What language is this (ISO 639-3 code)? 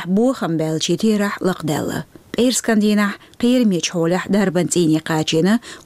che